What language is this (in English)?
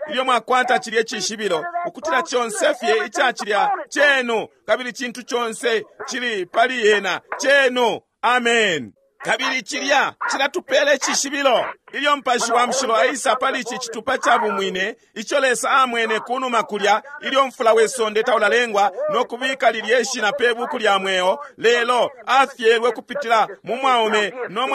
Bemba